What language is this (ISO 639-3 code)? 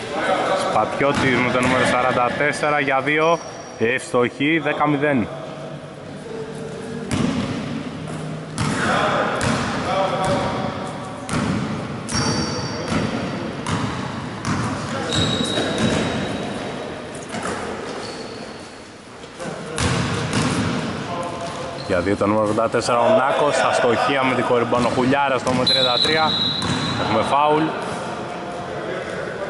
ell